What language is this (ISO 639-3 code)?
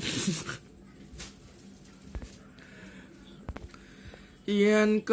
jav